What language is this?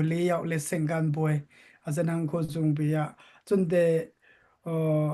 Dimasa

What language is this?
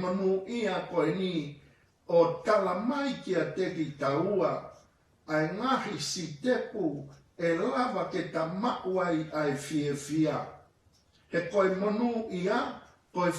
Tongan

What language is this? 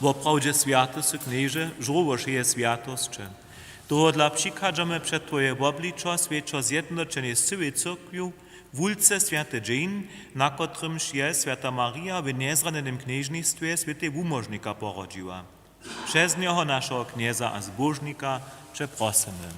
Upper Sorbian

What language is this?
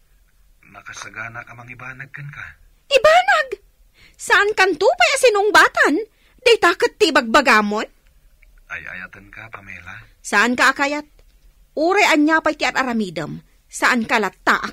Iloko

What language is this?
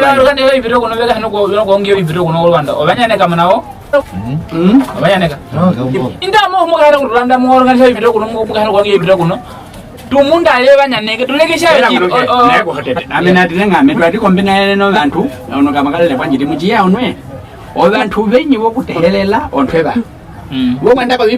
Nyaneka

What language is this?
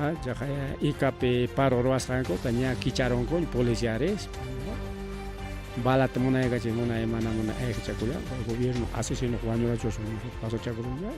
Ayacucho Quechua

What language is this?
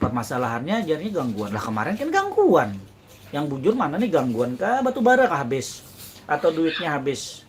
Banjar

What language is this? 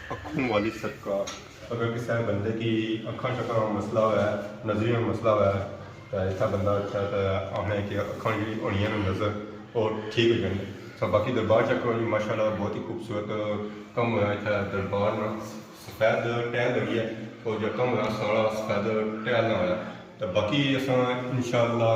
Pahari-Potwari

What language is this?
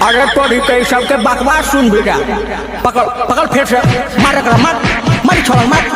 Magahi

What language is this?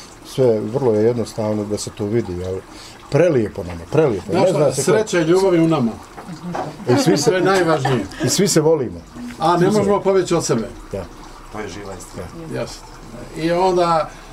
Bosnian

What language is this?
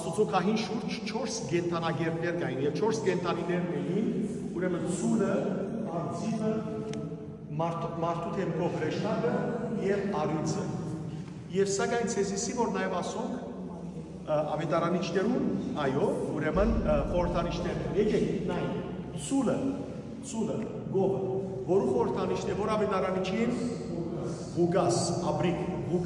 Western Armenian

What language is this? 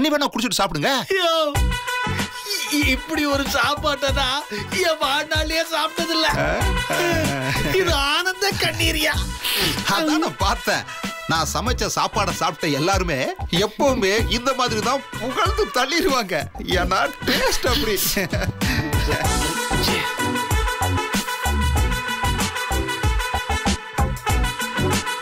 Tamil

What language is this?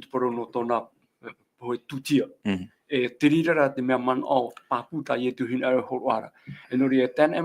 Tahitian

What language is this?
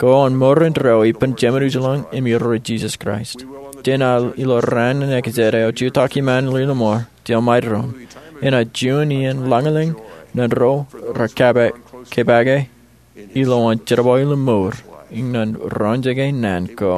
Marshallese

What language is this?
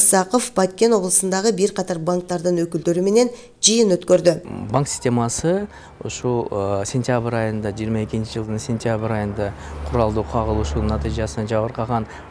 Kyrgyz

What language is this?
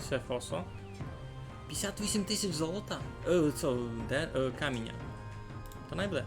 Rusyn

